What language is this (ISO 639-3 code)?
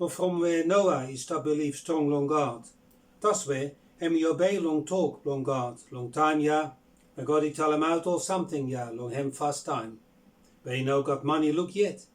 bis